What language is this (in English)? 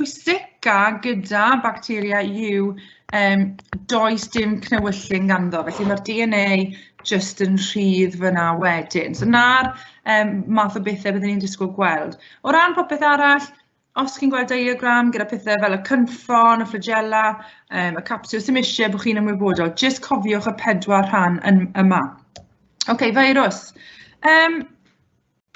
Welsh